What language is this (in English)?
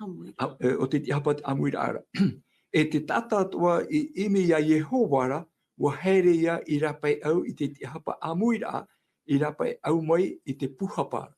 Tahitian